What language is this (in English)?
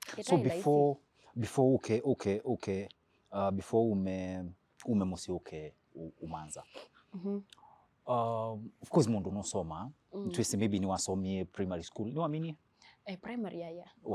Kamba